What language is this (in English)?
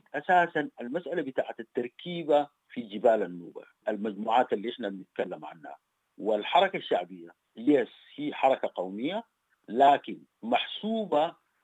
Sudanese Arabic